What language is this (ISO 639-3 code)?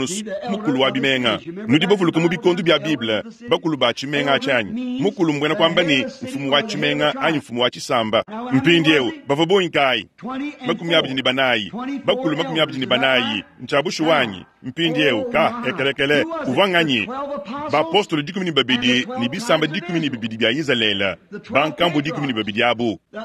lua